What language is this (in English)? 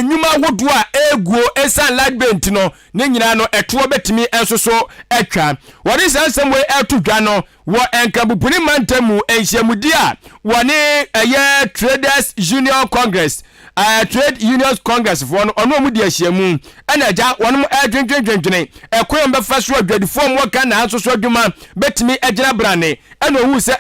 Akan